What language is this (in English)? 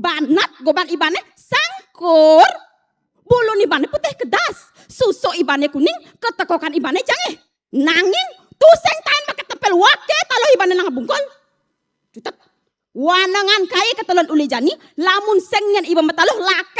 Balinese